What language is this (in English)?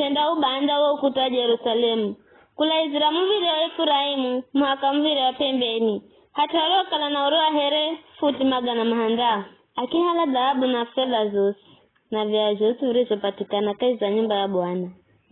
Giryama